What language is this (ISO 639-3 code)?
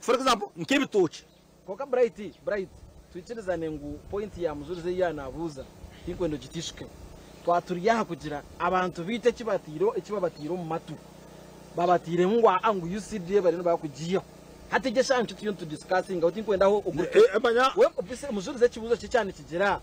nyn